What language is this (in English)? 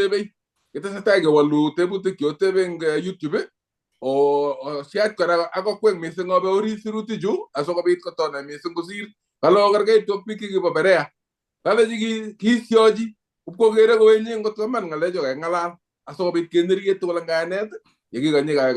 Kalenjin